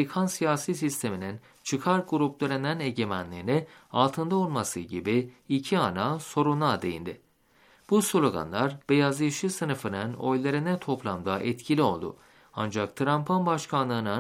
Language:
Turkish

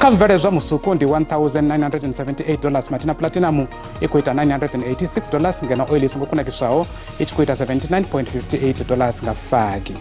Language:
Venda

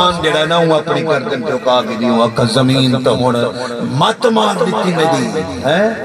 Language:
Saraiki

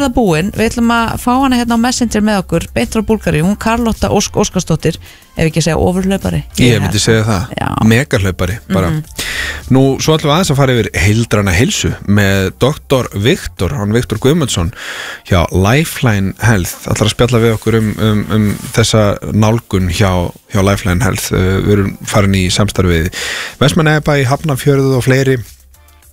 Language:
Icelandic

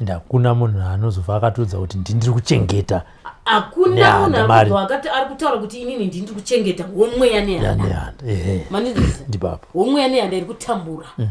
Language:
Shona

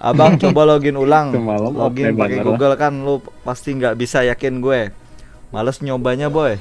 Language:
Banjar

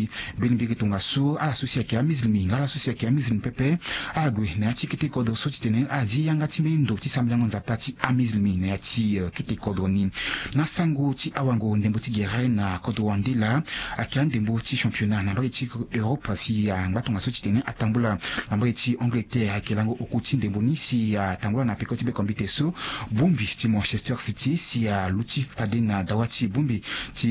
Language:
Sango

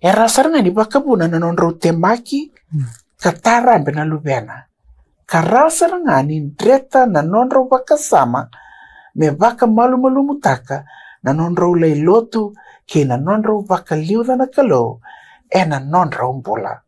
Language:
Fijian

